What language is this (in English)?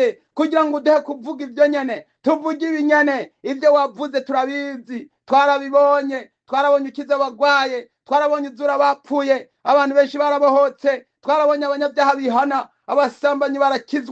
Rundi